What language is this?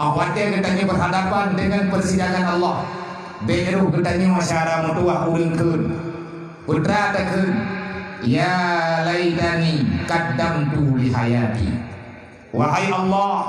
Achinese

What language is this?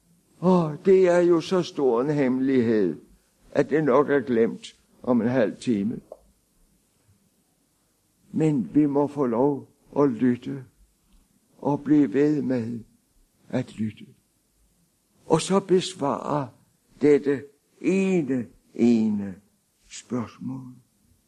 Danish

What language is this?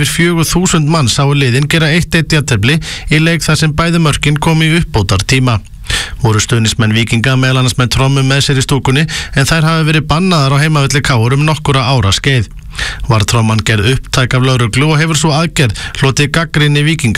Icelandic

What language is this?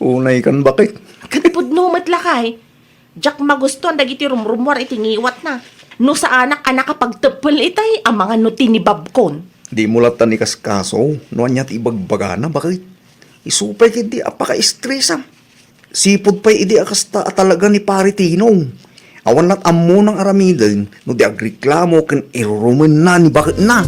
Iloko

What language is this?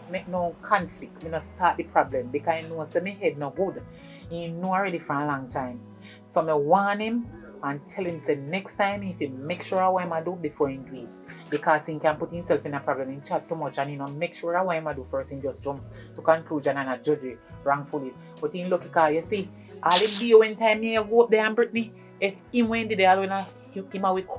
Jamaican Creole English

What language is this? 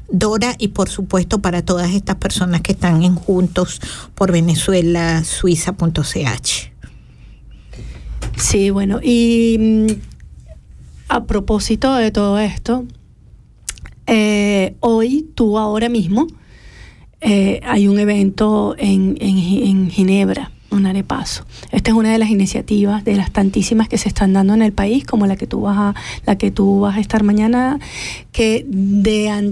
Spanish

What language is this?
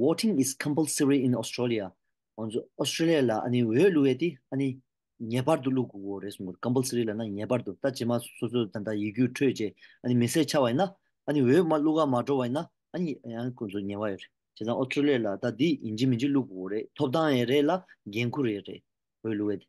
Tibetan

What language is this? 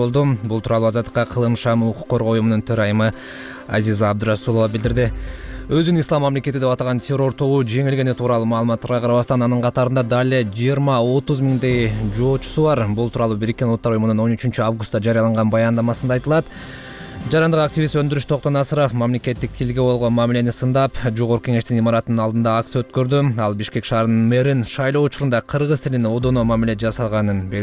Kyrgyz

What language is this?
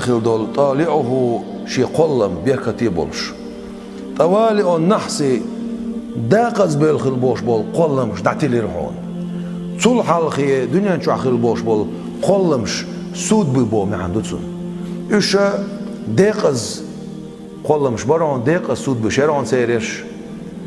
Chechen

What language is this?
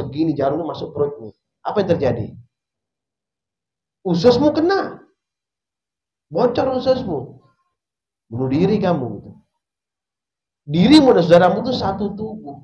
Indonesian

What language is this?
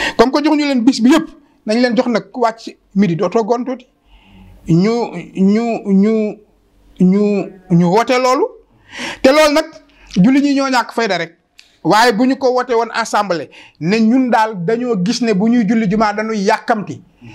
Wolof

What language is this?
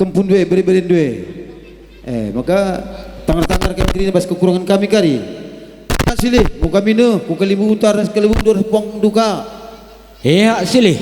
Batak Karo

